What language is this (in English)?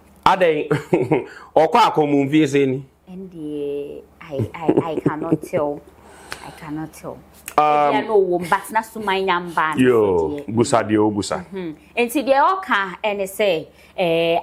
Akan